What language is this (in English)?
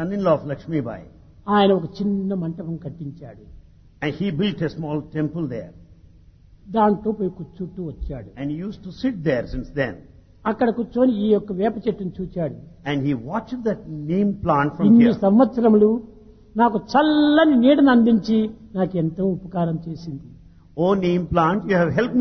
Telugu